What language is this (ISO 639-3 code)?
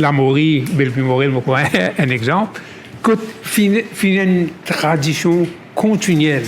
mfe